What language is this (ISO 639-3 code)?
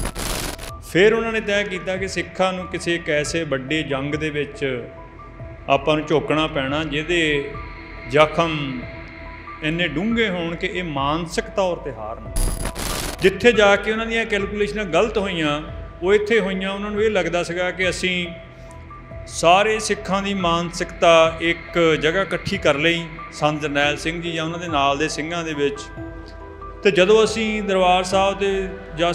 pan